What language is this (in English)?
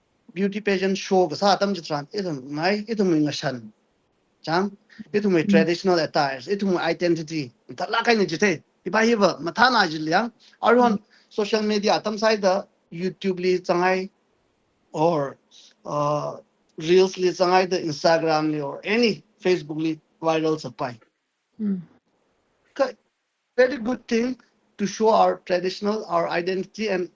Tangkhul Naga (India)